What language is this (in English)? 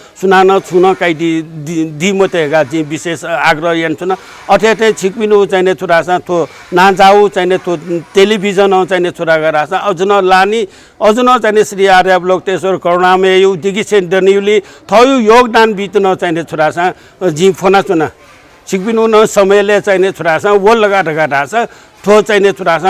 Newari